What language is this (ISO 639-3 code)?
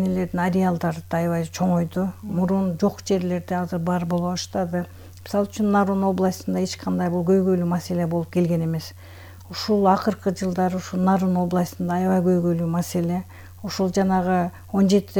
kir